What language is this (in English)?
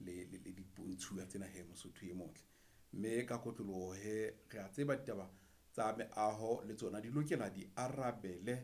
Southern Sotho